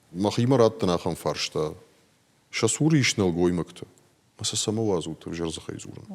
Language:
Ossetic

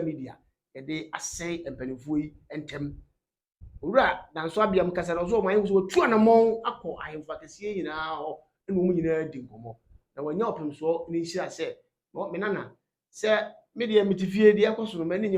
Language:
Akan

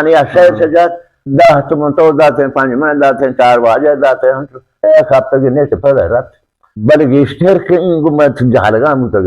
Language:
Baluchi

